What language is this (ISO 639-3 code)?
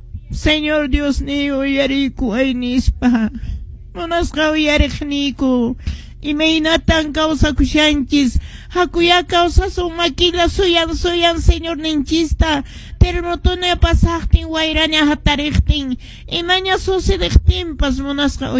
que